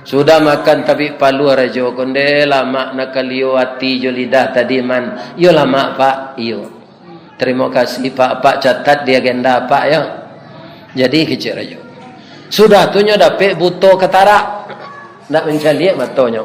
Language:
Minangkabau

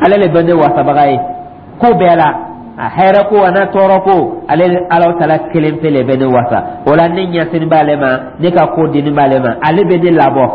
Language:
Dyula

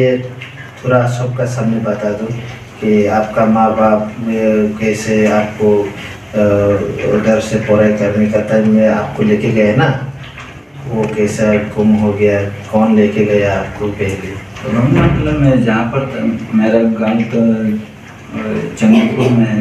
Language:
Riang (India)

